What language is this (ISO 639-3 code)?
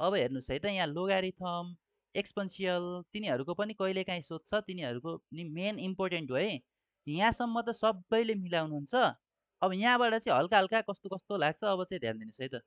nep